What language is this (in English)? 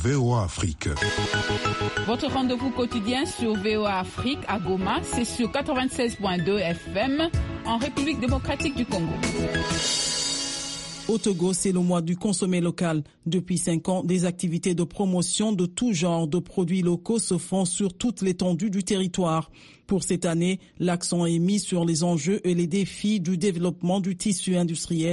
French